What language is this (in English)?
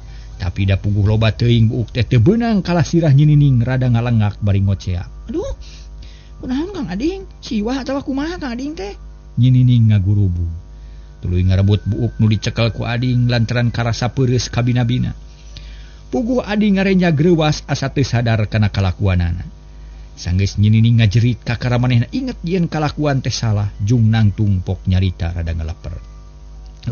Sundanese